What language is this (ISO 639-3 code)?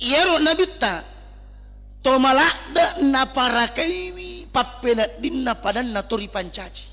bug